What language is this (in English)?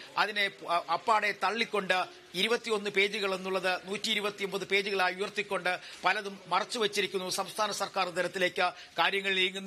Malayalam